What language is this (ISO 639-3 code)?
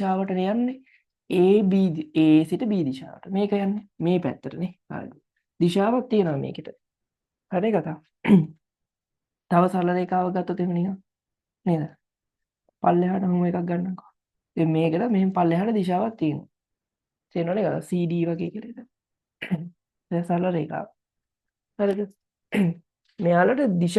sin